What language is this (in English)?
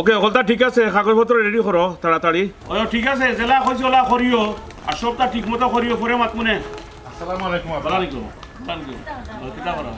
Sylheti